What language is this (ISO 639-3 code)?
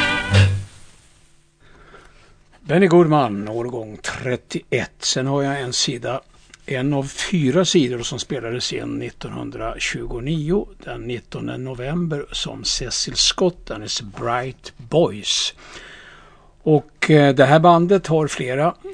swe